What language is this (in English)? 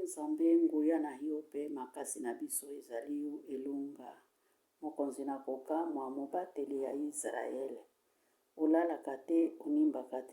Lingala